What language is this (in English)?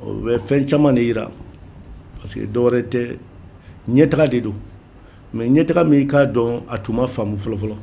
Bambara